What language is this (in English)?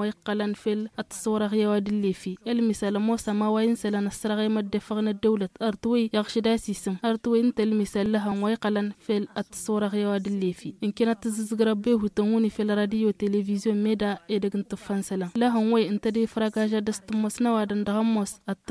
Tamasheq